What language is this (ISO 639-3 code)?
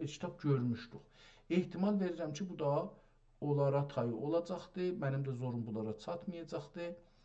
azb